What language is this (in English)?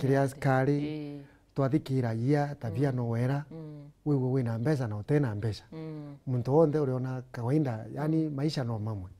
Meru